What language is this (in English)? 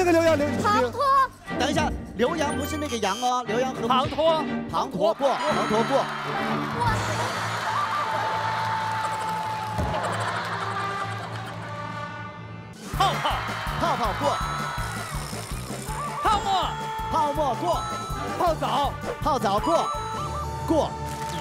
Chinese